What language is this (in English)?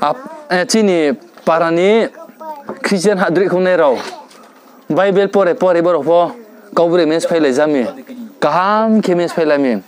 Riang (India)